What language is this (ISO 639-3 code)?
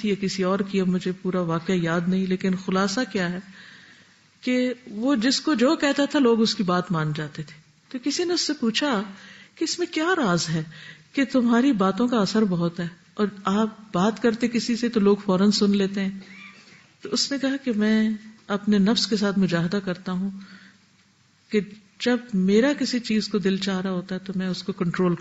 urd